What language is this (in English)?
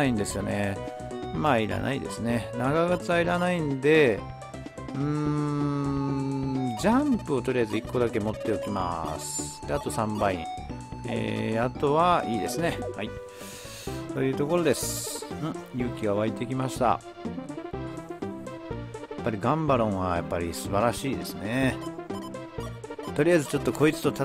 Japanese